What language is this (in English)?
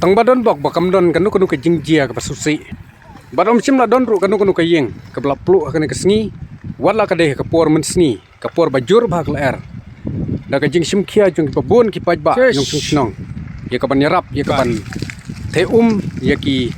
Khasi